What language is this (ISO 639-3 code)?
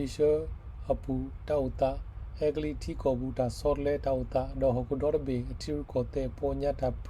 ksw